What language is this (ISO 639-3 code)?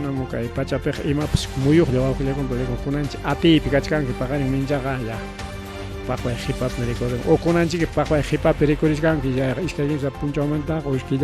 quy